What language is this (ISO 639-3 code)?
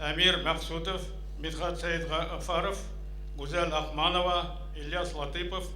bak